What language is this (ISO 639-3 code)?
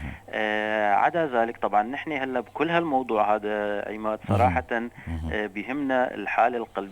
apc